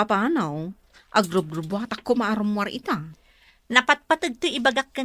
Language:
Iloko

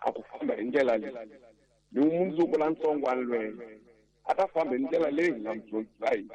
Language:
Tsonga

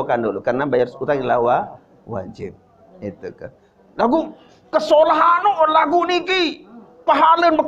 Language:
Sasak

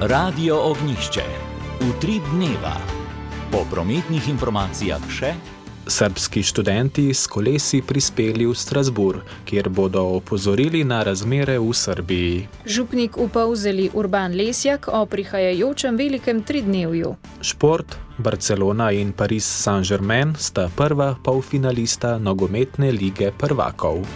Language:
Slovenian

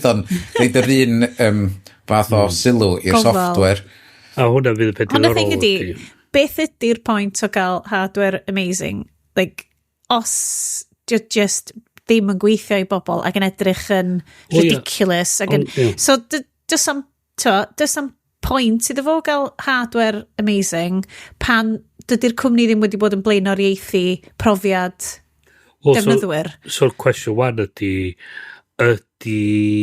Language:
Welsh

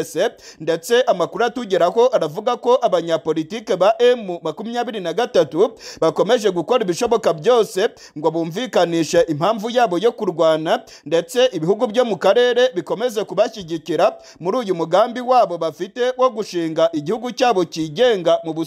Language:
Kinyarwanda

